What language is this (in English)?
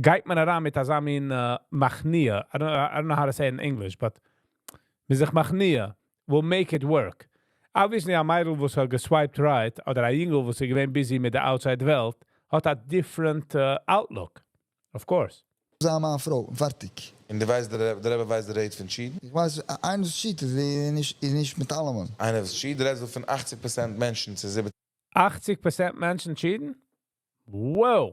Yiddish